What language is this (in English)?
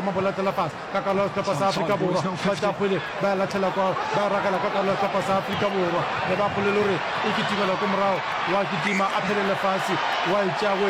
Northern Sotho